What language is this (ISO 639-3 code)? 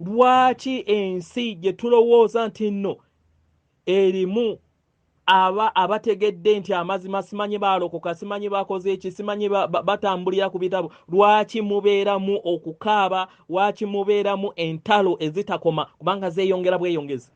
lug